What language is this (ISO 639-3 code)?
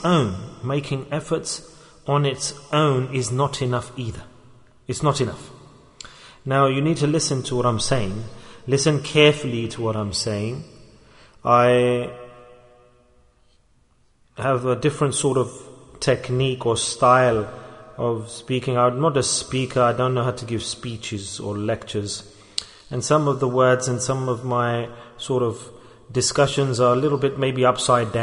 eng